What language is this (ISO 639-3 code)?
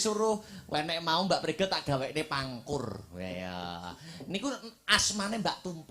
jav